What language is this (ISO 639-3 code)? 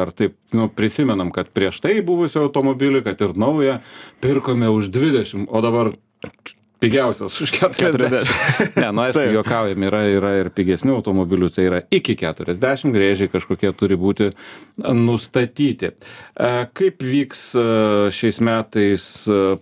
lit